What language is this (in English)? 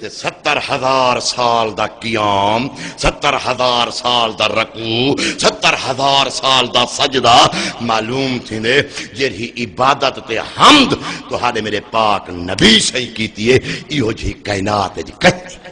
Saraiki